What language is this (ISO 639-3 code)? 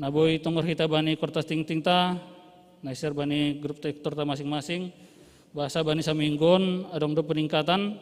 bts